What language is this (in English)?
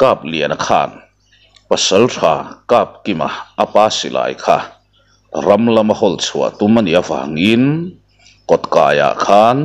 Mizo